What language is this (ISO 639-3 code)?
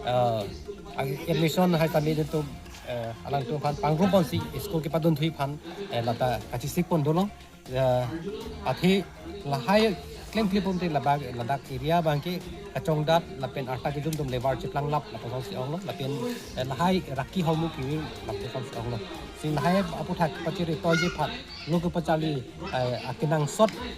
mjw